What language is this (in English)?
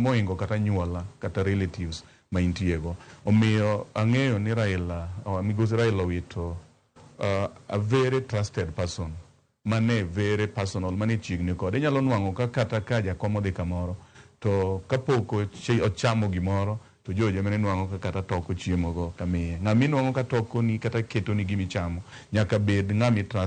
Luo (Kenya and Tanzania)